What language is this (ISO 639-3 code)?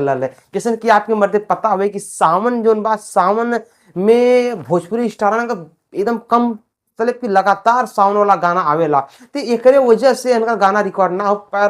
bho